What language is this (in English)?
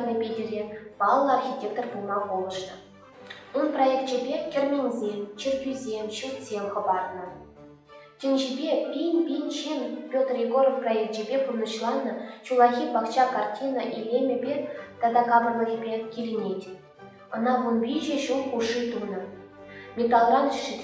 Chuvash